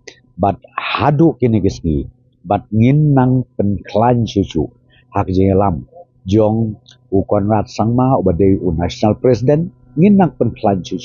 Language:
Khasi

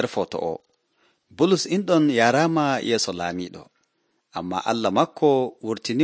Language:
Nigerian Fulfulde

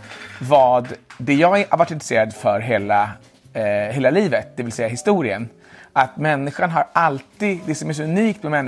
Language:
Swedish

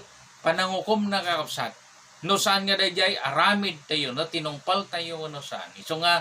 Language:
Iloko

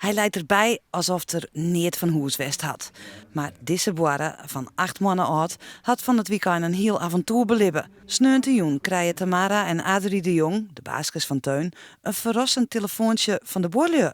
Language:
Western Frisian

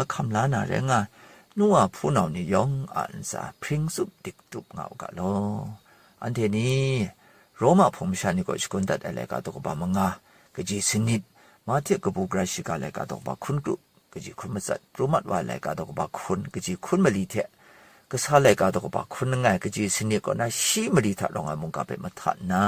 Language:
Kachin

